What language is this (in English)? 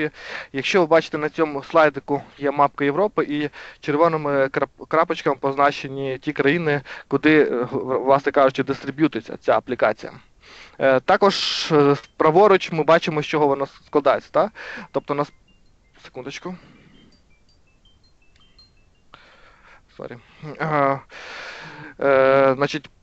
Ukrainian